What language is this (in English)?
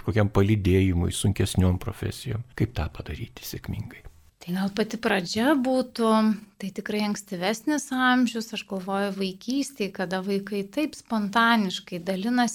Lithuanian